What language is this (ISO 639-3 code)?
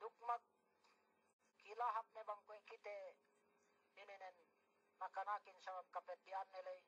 yka